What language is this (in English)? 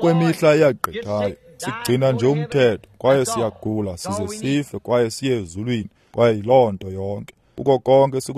Xhosa